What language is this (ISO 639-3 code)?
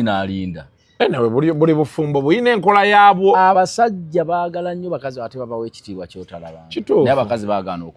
lug